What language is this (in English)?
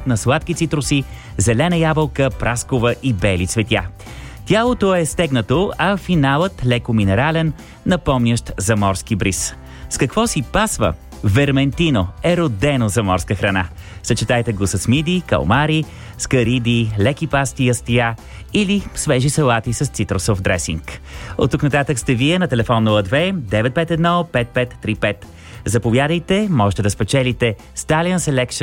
Bulgarian